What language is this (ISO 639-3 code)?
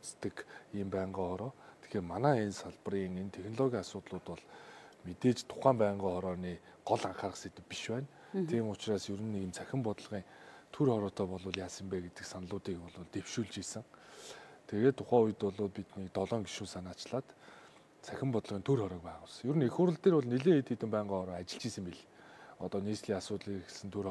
mon